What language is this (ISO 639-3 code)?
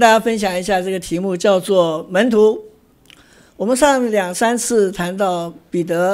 zho